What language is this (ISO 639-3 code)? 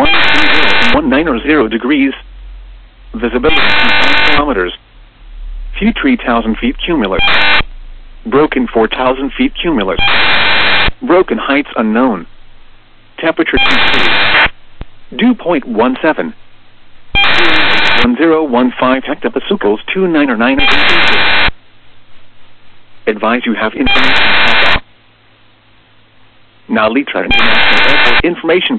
eng